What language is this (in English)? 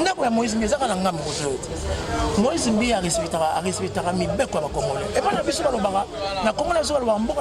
Lingala